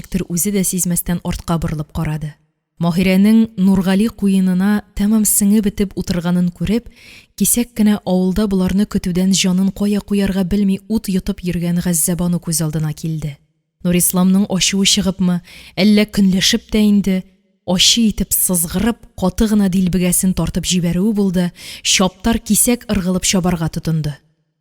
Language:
Tatar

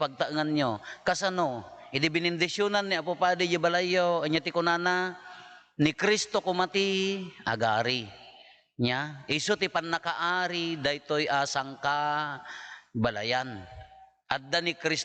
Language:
Iloko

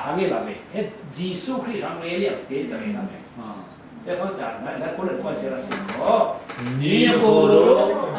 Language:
Falam Chin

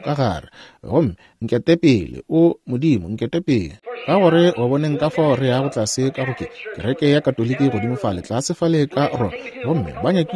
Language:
Northern Sotho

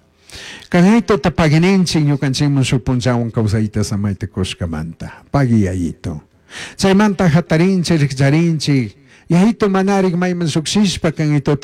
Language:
Chimborazo Highland Quichua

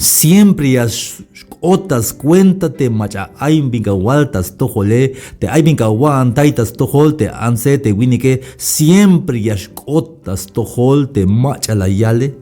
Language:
Tzeltal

